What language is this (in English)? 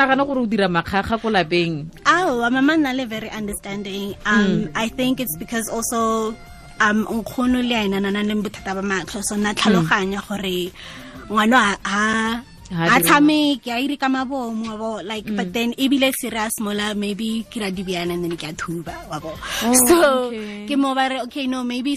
Tswana